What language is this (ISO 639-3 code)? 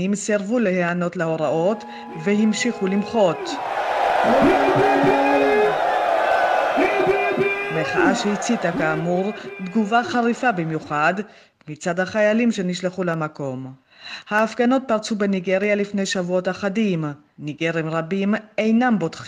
heb